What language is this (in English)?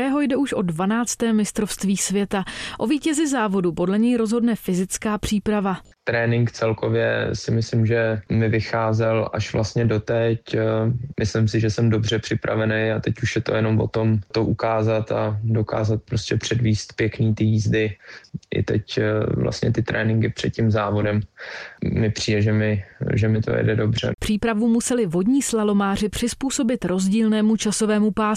Czech